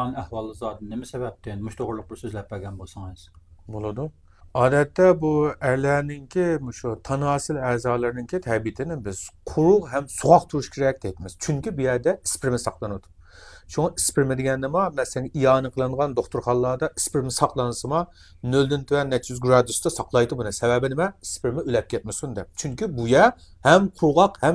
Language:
Uyghur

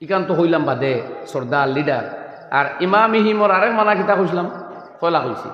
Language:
Sylheti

